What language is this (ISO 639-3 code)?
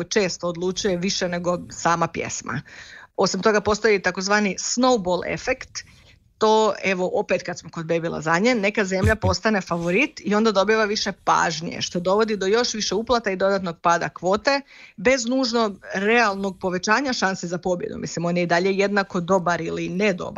hrv